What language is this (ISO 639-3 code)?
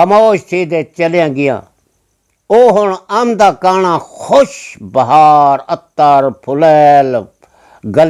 skr